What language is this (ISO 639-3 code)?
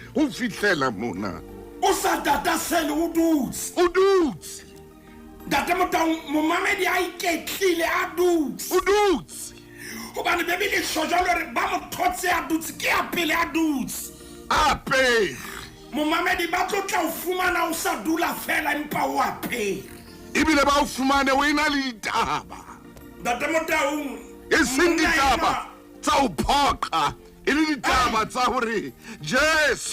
sot